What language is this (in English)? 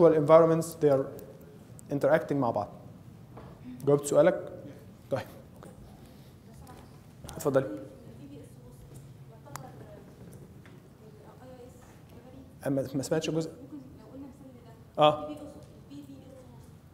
Egyptian Arabic